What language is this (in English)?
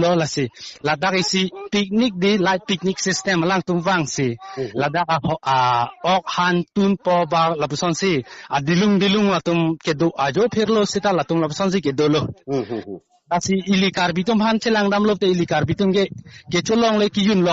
Karbi